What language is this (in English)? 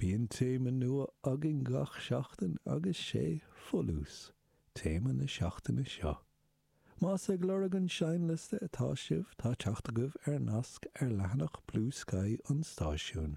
Irish